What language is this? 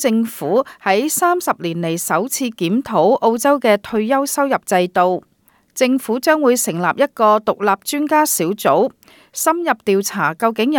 Cantonese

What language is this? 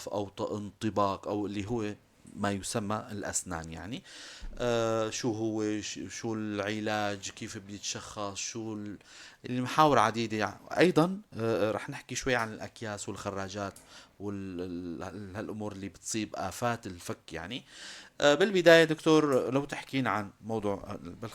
North Levantine Arabic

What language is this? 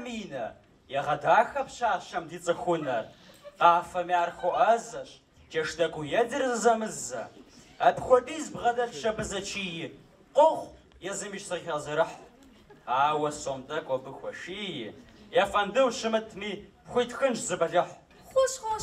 Kabardian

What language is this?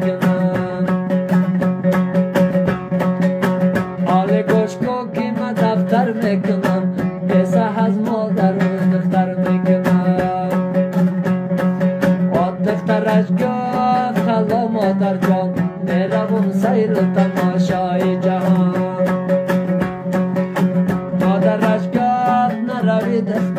Persian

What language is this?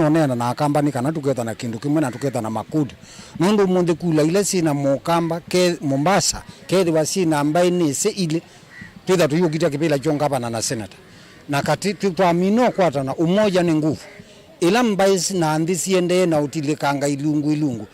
Kamba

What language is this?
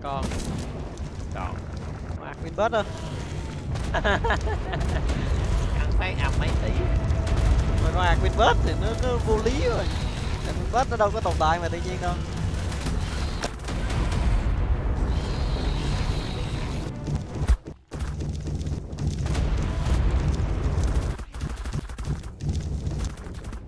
Vietnamese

